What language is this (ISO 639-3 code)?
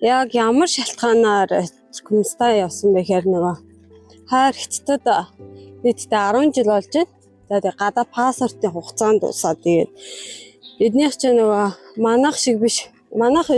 mon